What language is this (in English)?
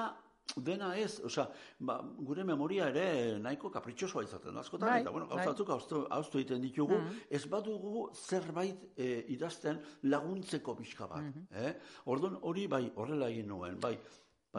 Basque